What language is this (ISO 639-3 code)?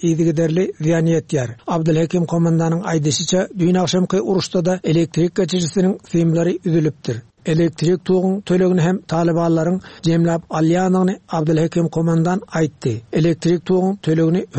tuk